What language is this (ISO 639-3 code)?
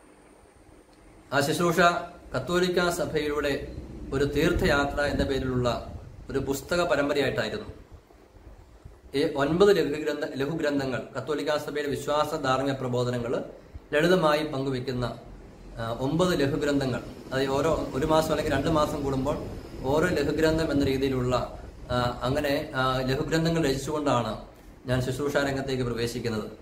mal